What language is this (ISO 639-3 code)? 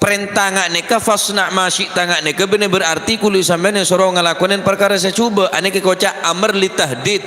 mad